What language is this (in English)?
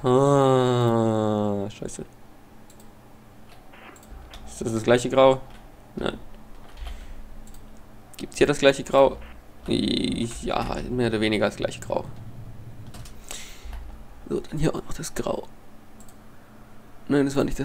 German